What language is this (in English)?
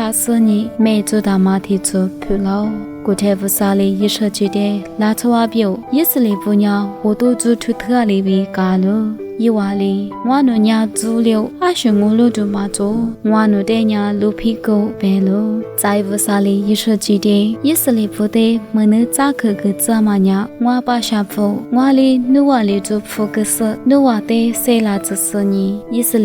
Lisu